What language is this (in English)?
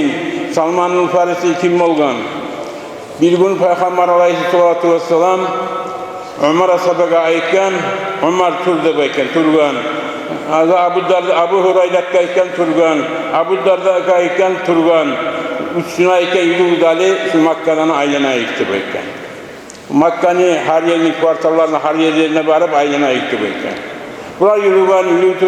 Kumyk